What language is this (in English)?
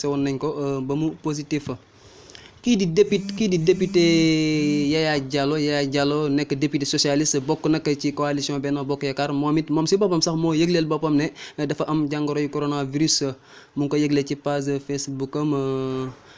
Wolof